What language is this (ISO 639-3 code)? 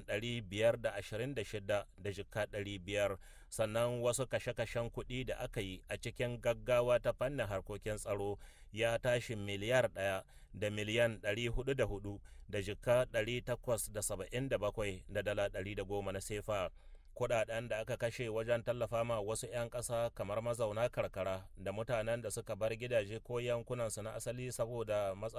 hau